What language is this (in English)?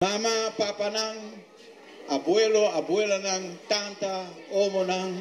Papiamento